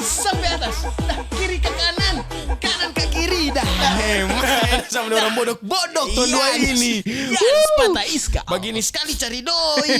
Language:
Manado Malay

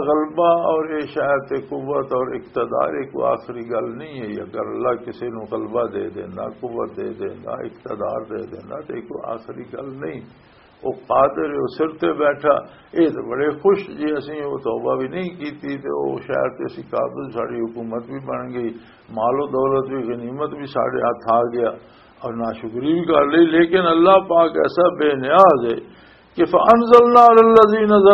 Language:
Western Panjabi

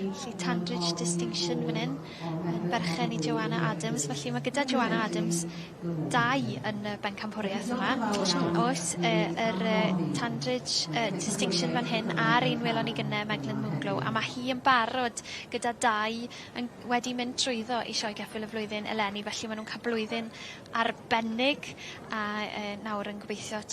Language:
Welsh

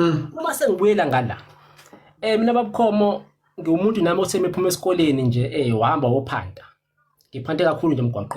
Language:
Zulu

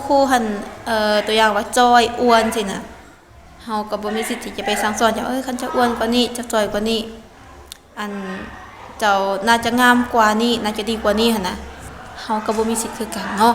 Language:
Lao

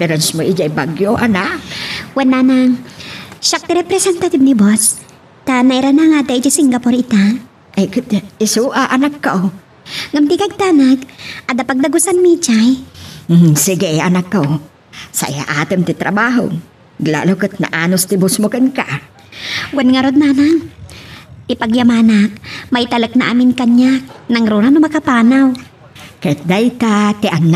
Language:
Iloko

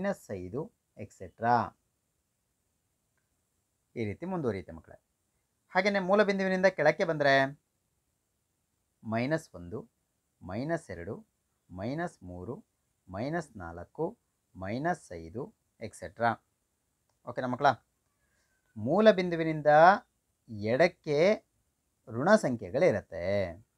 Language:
Kannada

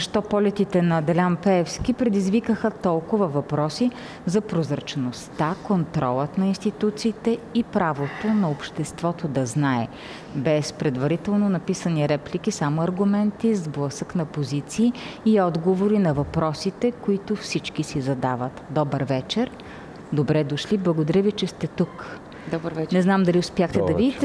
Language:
Bulgarian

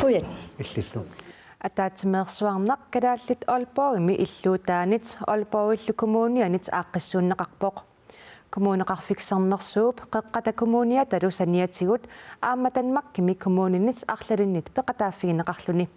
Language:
Kalaallisut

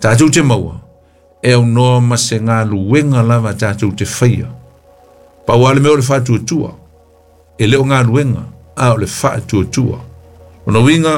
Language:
Samoan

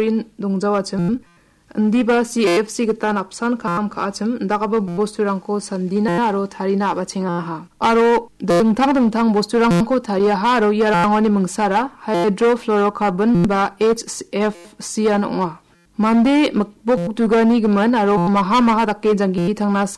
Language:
Garo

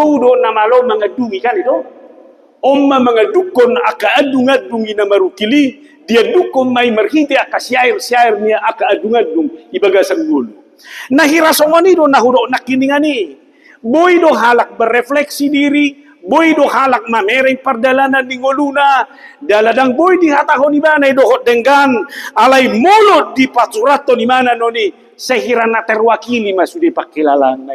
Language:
Batak Toba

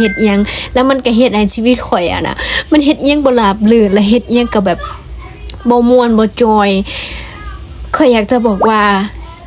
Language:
Lao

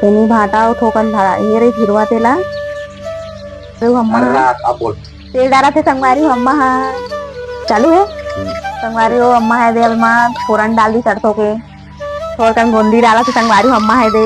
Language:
Chhattisgarhi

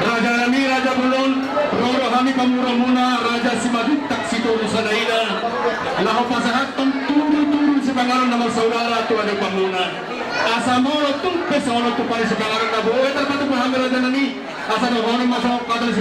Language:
Batak Toba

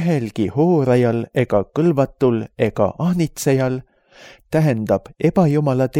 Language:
Estonian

